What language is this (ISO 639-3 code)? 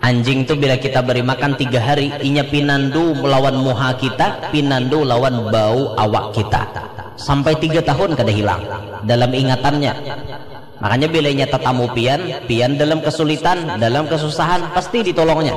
bjn